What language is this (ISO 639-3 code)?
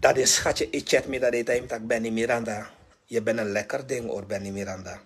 srn